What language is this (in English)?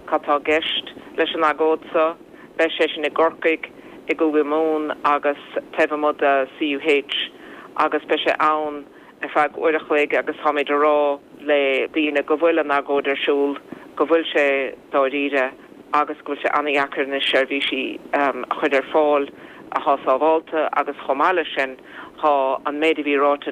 Irish